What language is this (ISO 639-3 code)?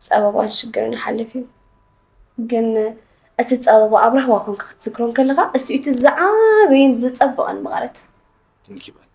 tir